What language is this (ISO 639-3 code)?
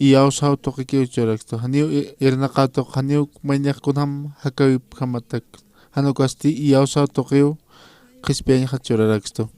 aym